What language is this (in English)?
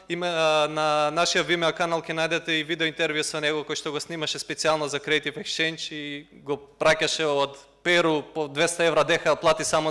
Macedonian